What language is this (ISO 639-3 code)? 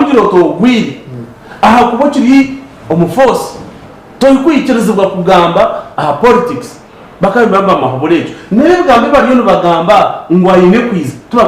nyn